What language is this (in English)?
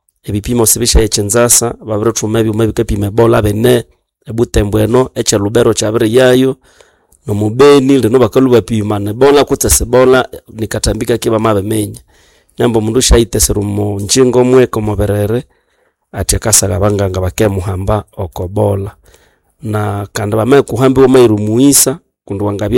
Nande